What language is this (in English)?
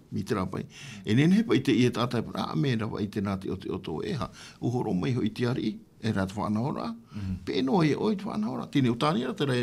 Tahitian